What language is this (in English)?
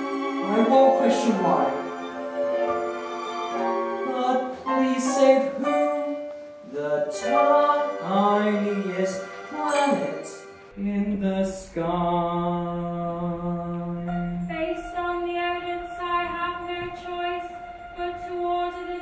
English